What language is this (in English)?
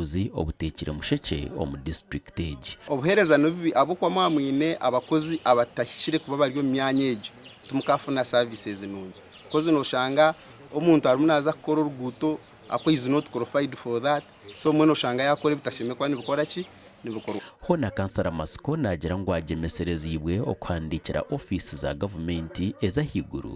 Nyankole